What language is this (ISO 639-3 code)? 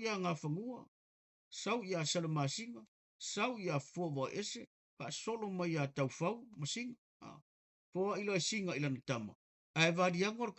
smo